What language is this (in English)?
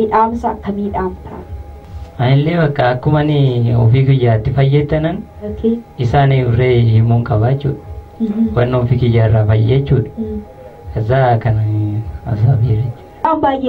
Oromo